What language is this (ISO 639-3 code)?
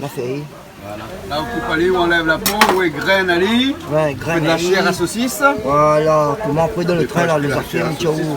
rcf